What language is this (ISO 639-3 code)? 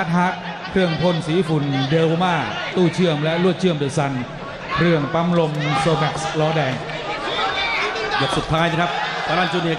tha